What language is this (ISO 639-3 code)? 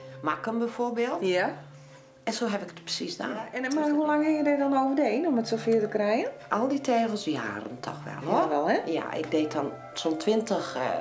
fry